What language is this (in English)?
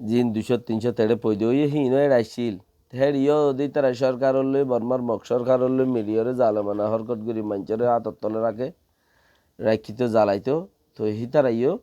Rohingya